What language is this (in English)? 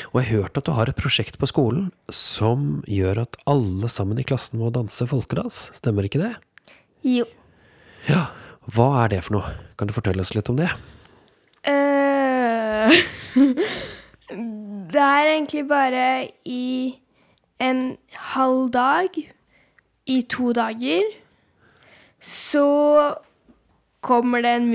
Norwegian